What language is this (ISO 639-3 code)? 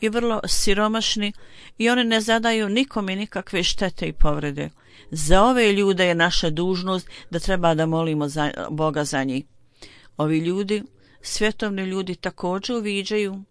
bos